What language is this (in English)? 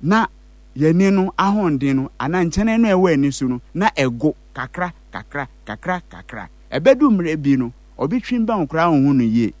Akan